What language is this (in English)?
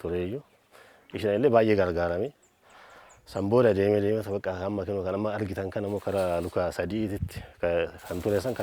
Oromo